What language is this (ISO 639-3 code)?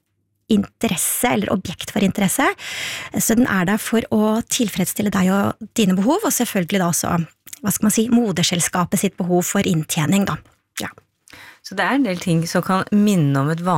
nor